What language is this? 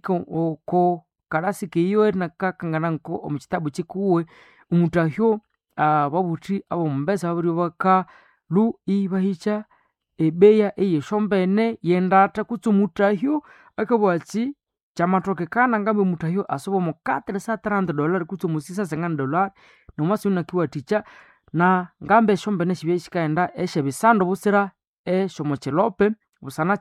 Nande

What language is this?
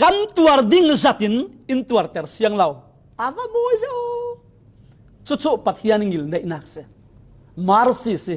Falam Chin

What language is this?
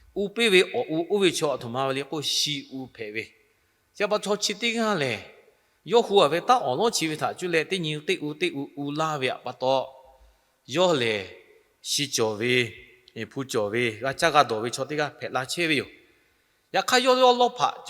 Lahu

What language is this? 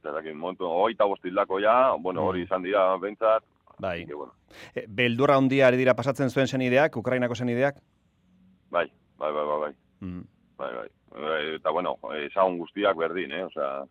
Basque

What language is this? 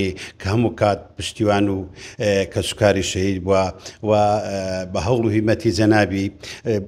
Central Kurdish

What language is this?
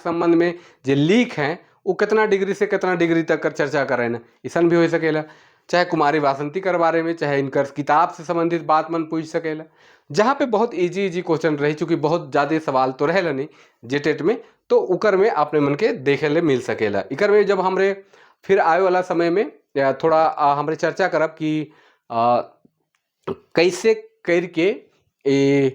Sadri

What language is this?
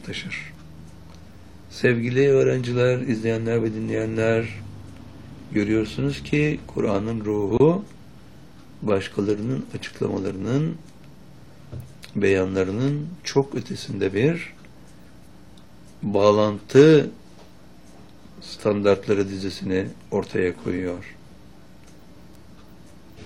Turkish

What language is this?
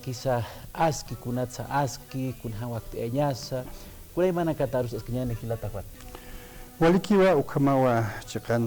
Aymara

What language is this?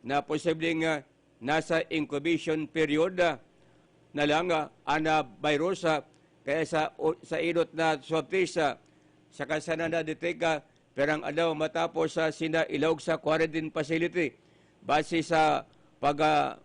Bikol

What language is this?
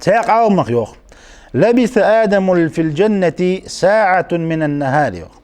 Ingush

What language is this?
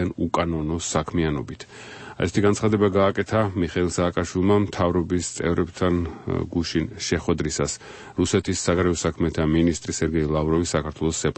Georgian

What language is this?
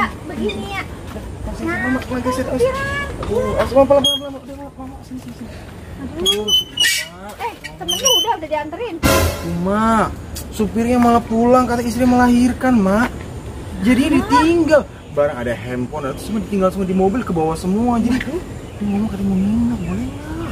Betawi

